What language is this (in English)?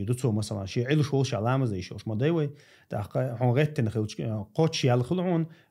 Chechen